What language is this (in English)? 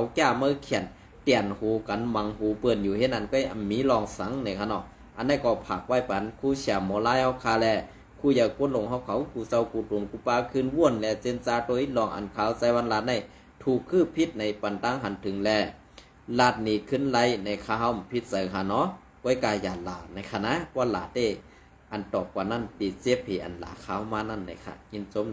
Shan